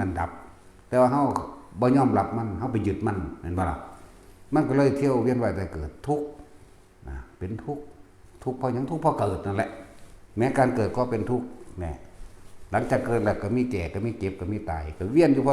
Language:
Northeastern Thai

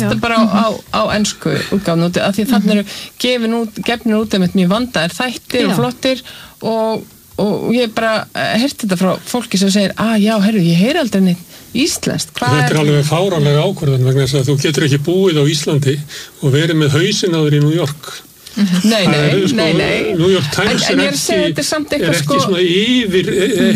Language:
Icelandic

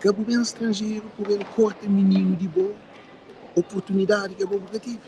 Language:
Kabuverdianu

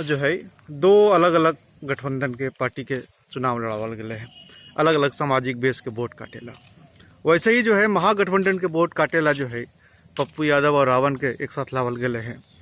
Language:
Magahi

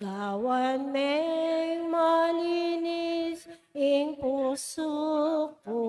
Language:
Pampanga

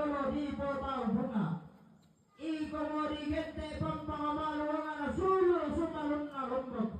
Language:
Toraja-Sa'dan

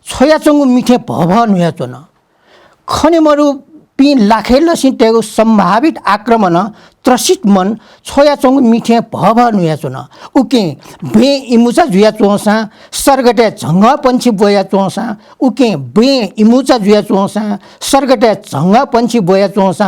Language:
Newari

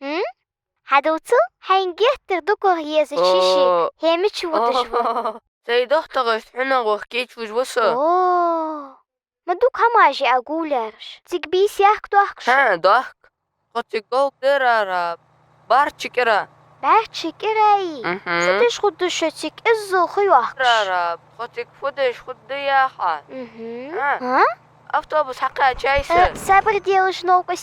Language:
Ingush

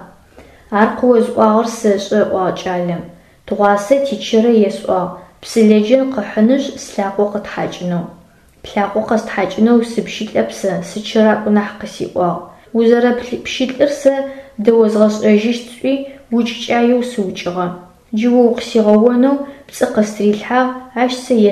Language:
Adyghe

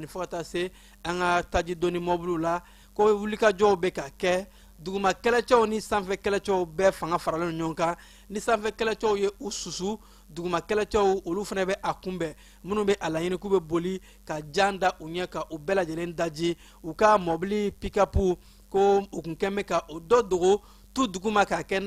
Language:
Bambara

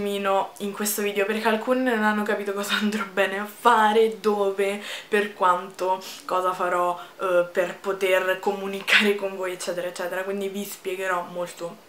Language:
Italian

